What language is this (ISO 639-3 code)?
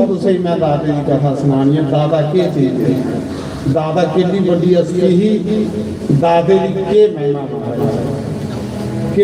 doi